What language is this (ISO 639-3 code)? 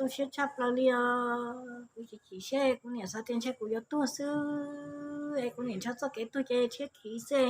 hmn